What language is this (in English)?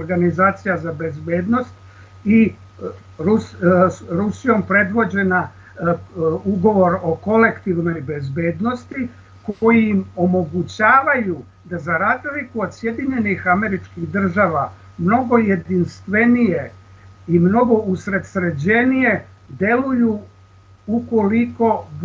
Serbian